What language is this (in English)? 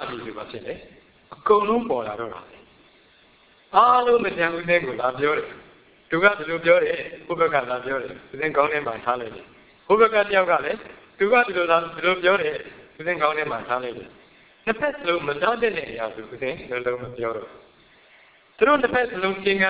Burmese